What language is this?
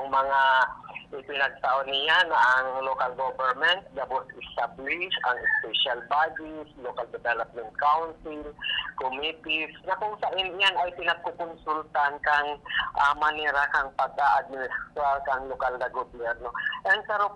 Bikol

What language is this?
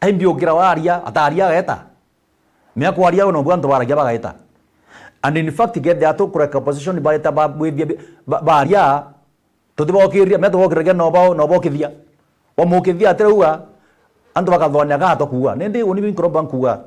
Meru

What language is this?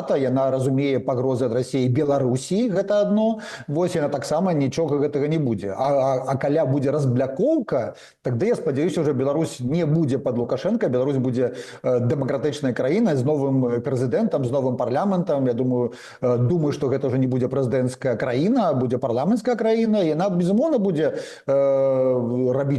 Belarusian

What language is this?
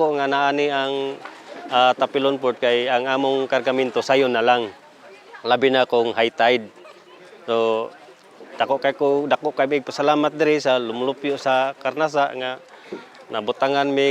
Cebuano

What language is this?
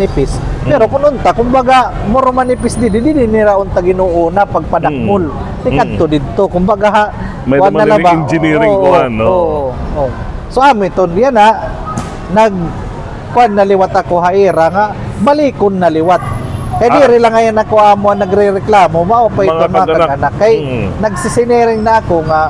Waray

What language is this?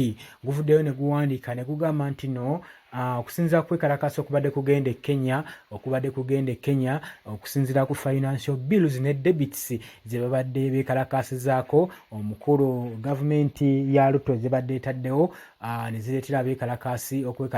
Ganda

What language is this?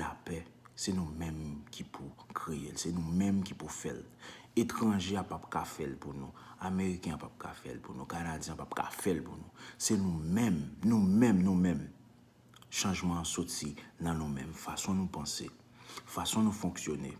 Haitian Creole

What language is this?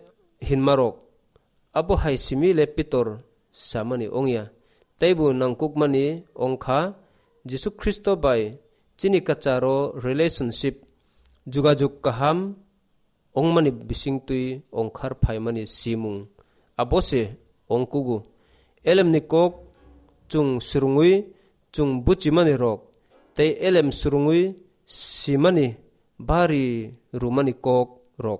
Kok Borok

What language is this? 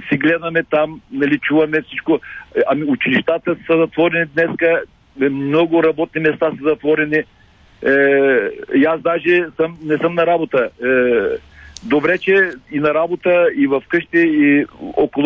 Bulgarian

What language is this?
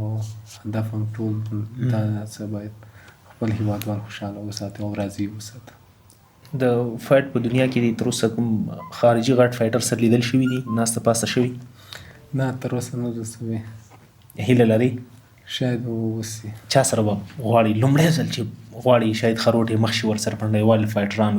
Pashto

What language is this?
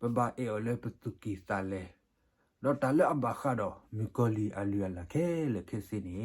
S'gaw Karen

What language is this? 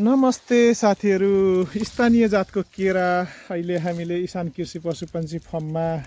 Nepali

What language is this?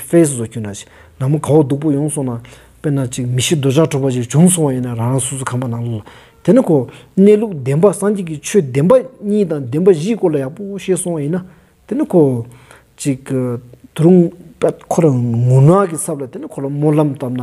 Stod Bhoti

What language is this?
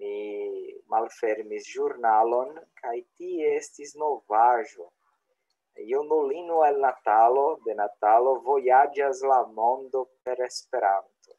Esperanto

